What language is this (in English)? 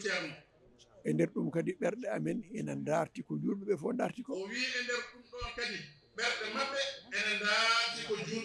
Fula